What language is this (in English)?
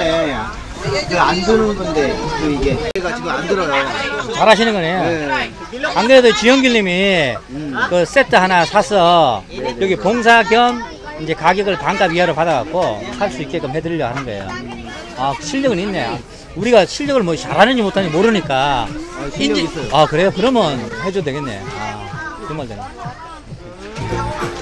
Korean